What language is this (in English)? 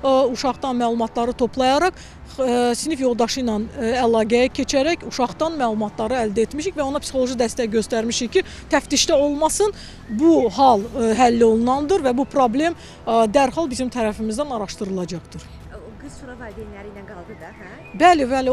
Azerbaijani